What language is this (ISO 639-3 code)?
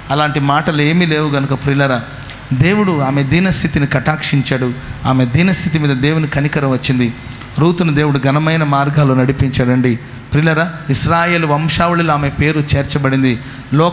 tel